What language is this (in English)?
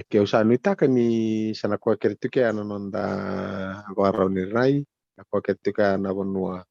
Fijian